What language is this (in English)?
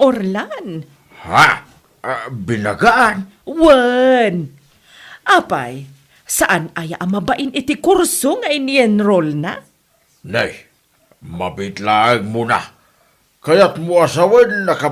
Iloko